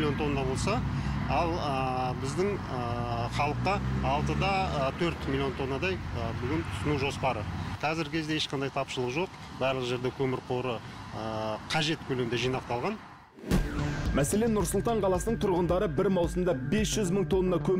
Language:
Kazakh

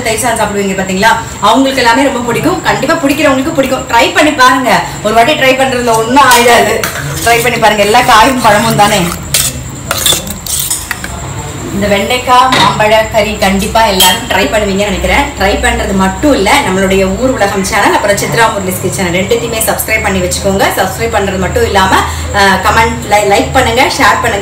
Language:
Tamil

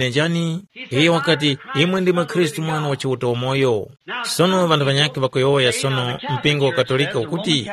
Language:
Tumbuka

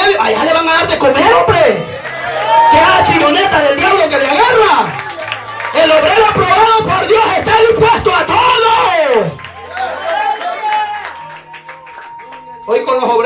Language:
Spanish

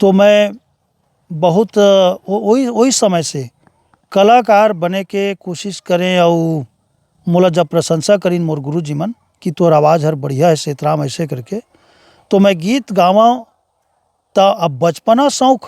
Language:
Chhattisgarhi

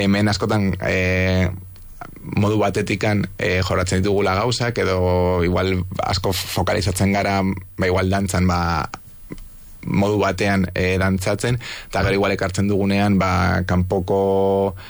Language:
Basque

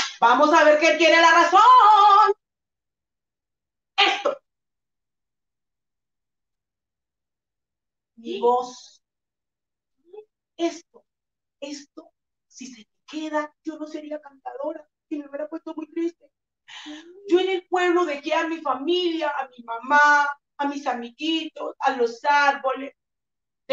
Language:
Spanish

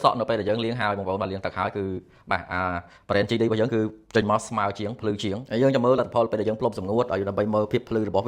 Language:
Khmer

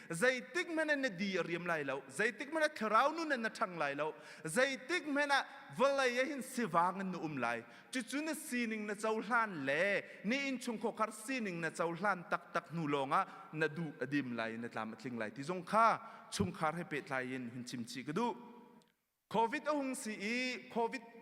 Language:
Hakha Chin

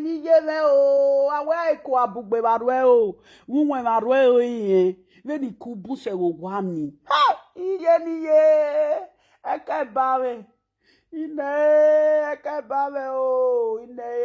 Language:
Nigerian Pidgin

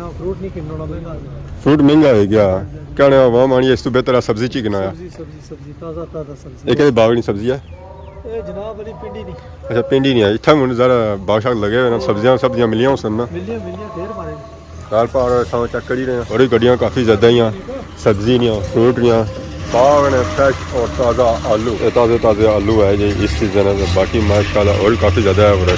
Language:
Pahari-Potwari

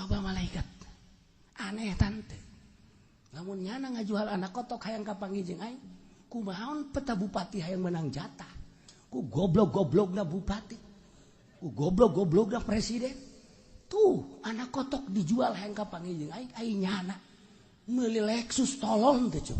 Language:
Sundanese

